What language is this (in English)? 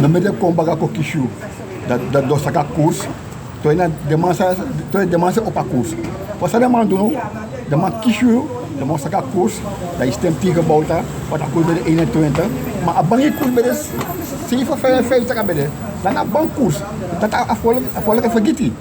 Sranan Tongo